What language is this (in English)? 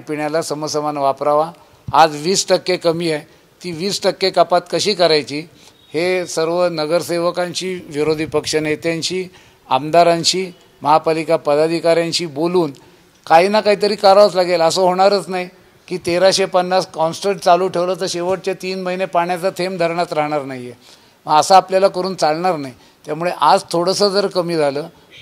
Marathi